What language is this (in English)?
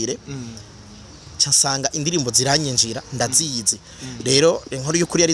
Rundi